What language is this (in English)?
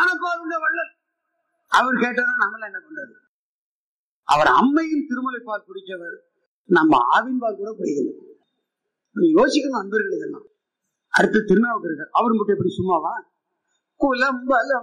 Tamil